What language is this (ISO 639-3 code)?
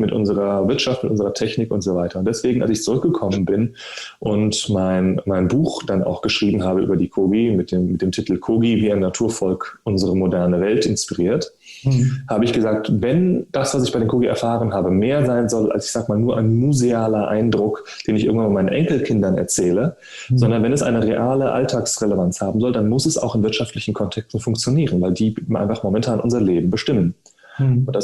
deu